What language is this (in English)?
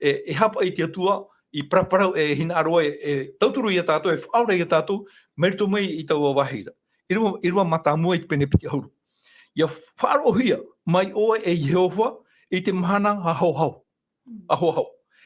Tahitian